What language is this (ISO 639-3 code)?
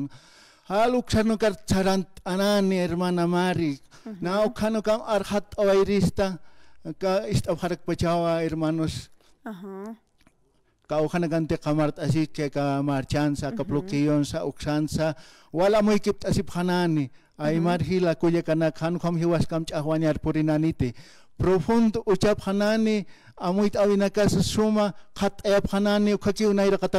aym